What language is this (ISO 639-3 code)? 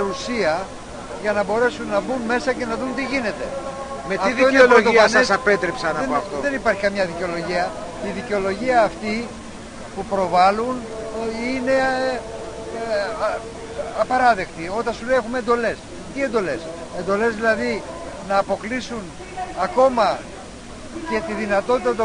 ell